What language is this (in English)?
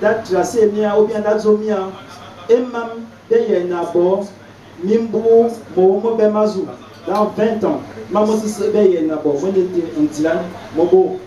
Fang